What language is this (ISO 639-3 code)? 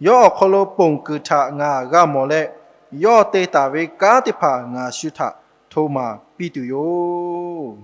lhu